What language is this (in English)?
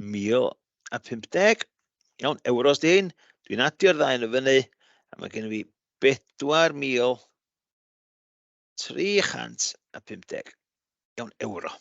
Welsh